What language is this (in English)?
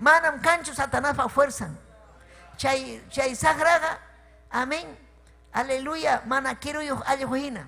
Ayacucho Quechua